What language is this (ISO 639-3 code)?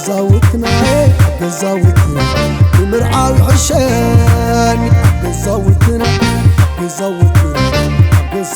tir